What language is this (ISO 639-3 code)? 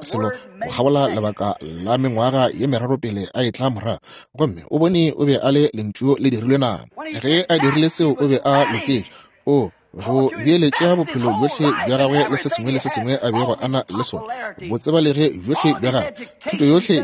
nso